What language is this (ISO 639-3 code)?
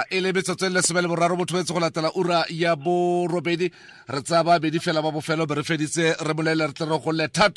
tsn